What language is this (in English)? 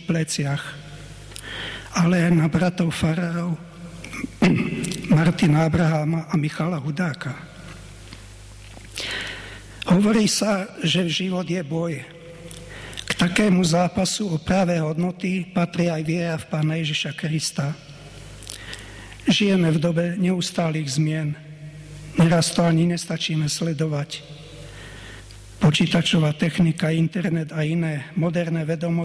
Slovak